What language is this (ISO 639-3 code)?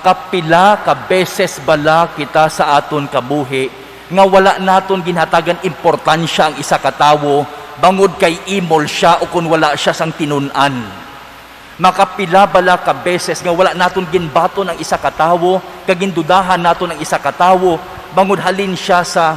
hil